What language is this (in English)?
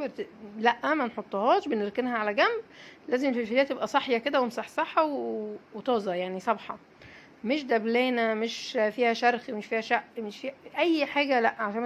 Egyptian Arabic